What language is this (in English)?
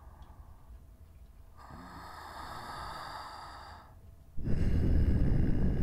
English